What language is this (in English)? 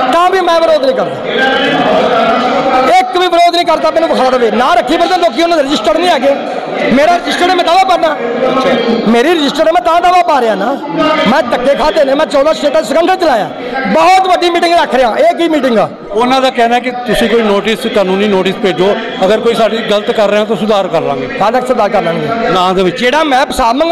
Punjabi